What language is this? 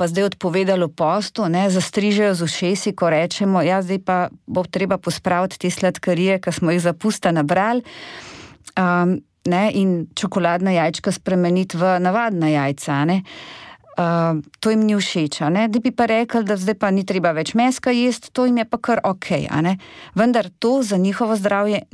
Slovenian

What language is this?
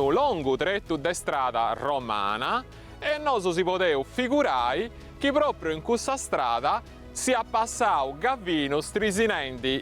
Sardinian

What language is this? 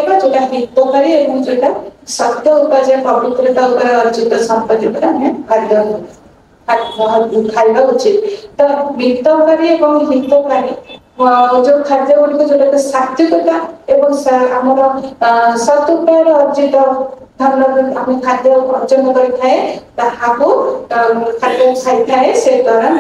Odia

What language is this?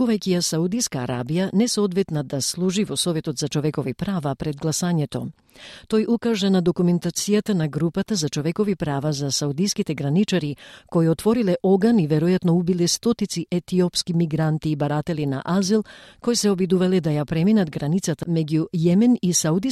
Macedonian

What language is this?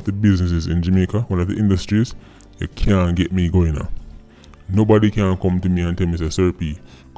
Jamaican Creole English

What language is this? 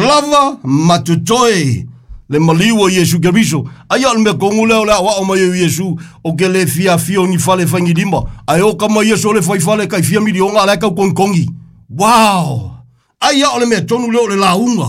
Samoan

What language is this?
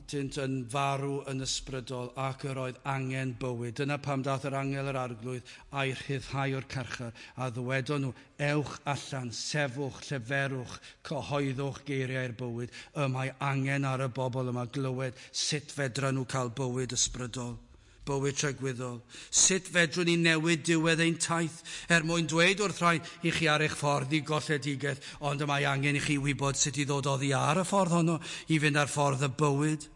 Welsh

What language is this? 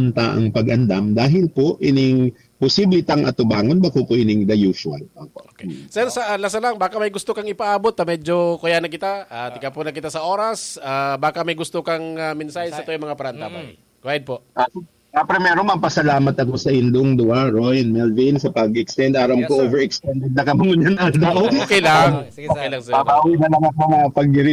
Bikol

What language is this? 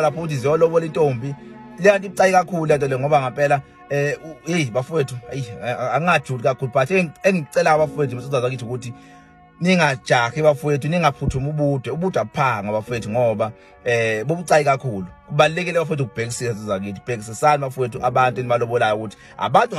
Zulu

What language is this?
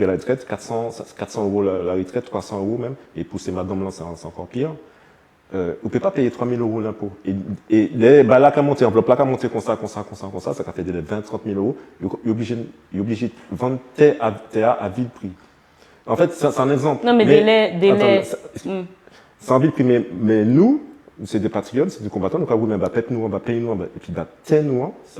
Guadeloupean Creole French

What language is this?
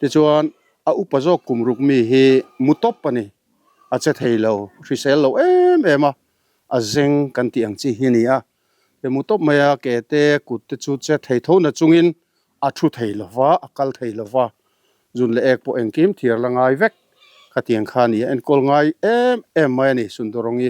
Mizo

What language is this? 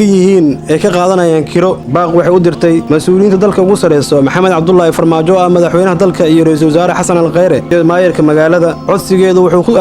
Somali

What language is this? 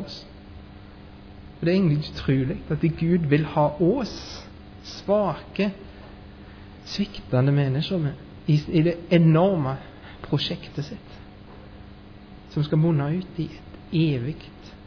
Norwegian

